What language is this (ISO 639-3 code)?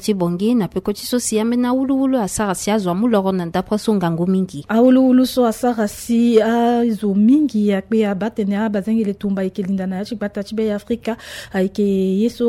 sag